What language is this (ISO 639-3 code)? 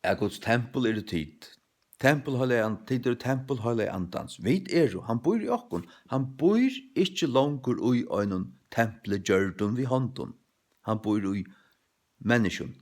fao